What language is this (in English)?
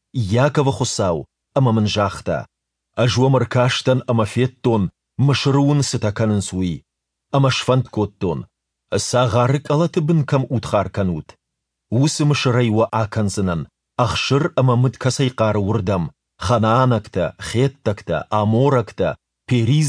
Ossetic